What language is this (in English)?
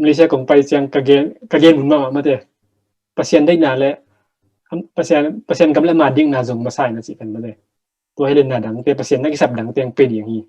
Tedim Chin